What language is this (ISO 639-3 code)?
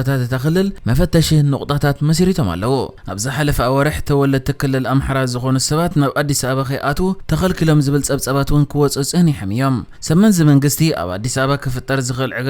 tir